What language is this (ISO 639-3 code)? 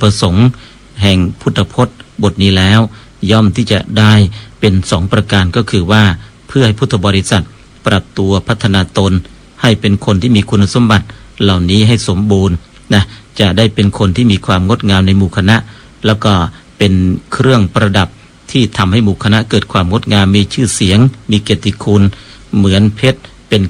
tha